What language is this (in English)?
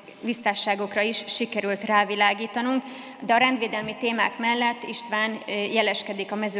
Hungarian